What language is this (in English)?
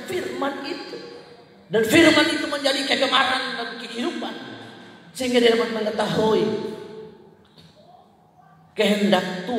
Indonesian